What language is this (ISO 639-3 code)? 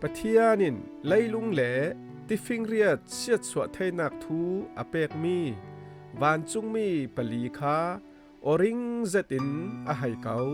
cfm